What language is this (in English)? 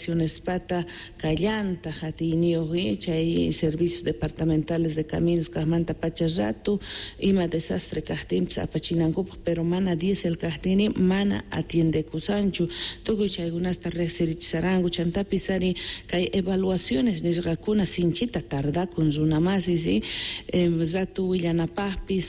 South Bolivian Quechua